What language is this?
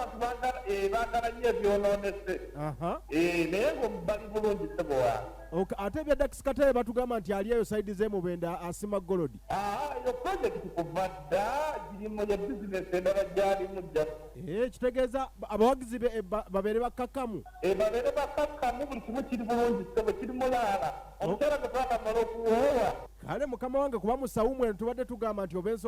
Ganda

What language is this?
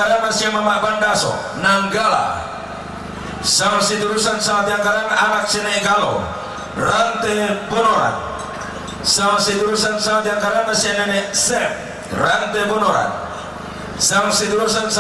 Toraja-Sa'dan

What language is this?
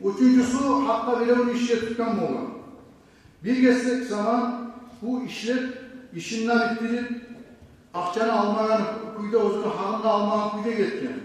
Kumyk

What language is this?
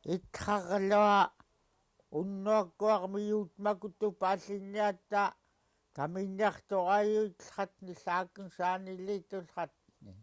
Central Yupik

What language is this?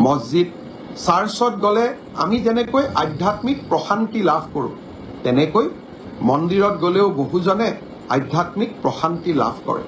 Assamese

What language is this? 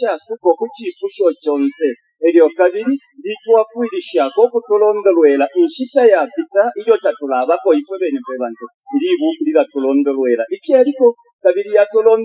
Bemba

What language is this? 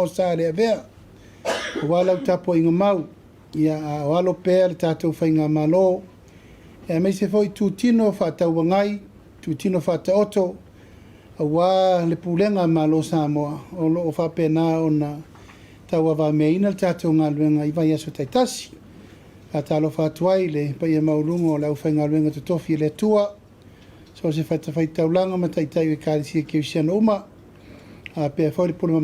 Samoan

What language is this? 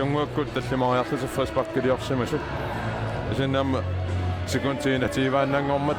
Kalaallisut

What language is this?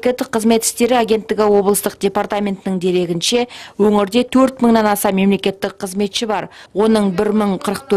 Kazakh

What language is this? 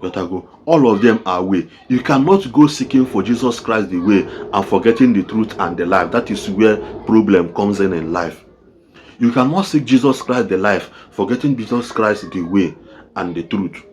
Igbo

